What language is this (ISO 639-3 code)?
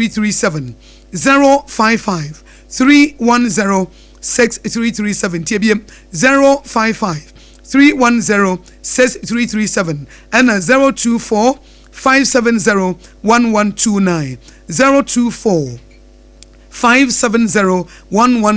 aka